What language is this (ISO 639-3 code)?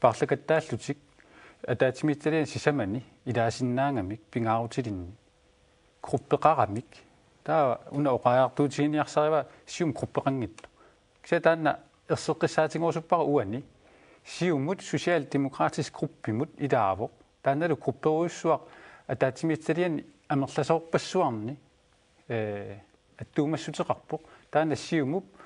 kal